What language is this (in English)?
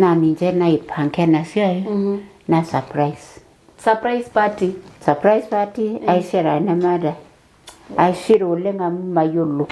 Masai